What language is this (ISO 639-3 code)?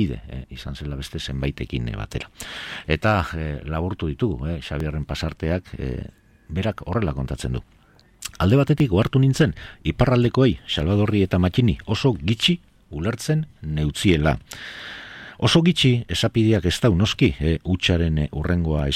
eus